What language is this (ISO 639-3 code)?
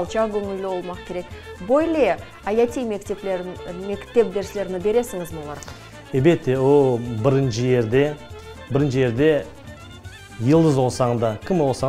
crh